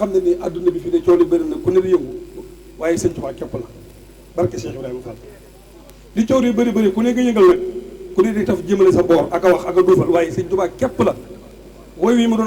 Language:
Wolof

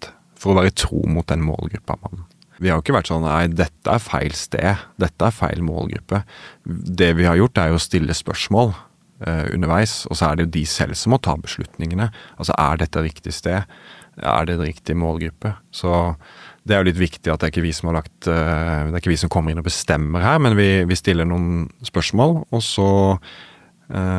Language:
Norwegian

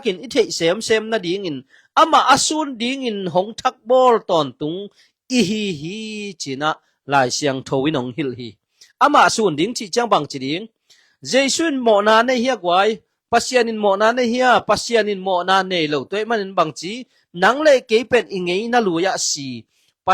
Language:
Tedim Chin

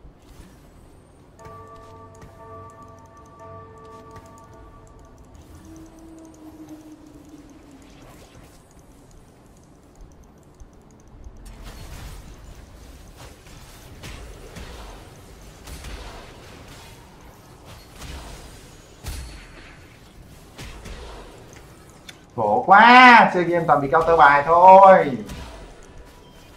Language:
Vietnamese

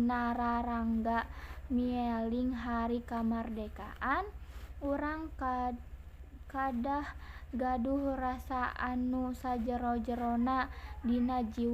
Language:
Sundanese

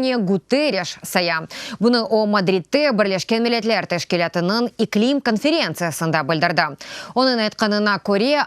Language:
Crimean Tatar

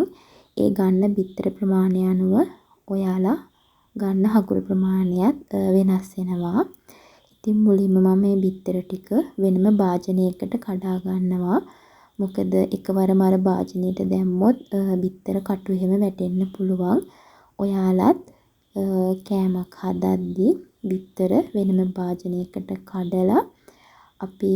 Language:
Sinhala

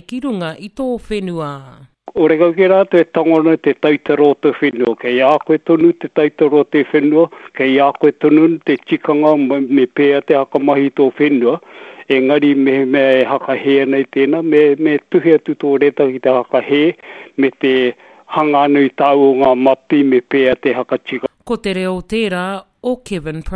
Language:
Māori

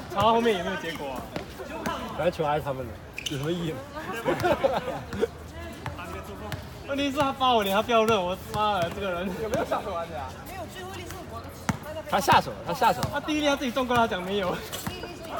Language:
Chinese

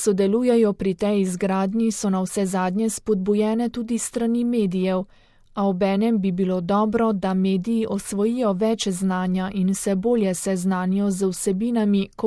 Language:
Slovenian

